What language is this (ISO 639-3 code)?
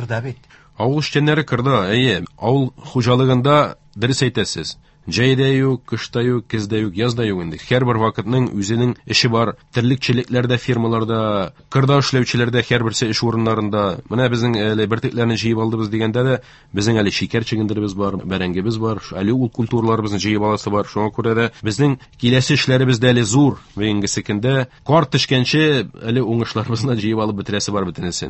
tat